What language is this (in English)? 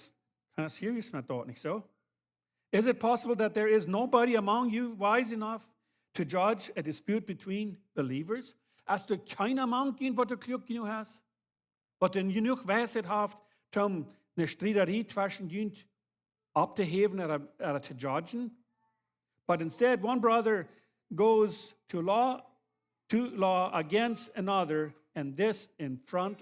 Plautdietsch